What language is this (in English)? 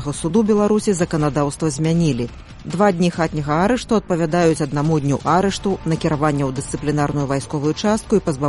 Belarusian